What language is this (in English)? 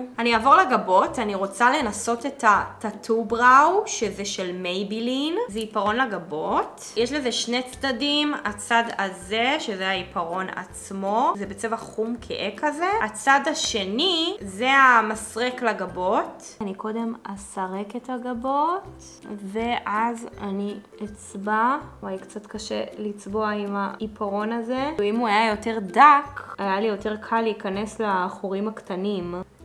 Hebrew